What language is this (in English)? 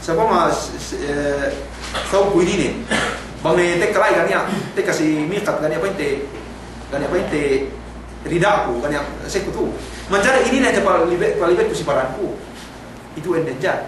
Yakan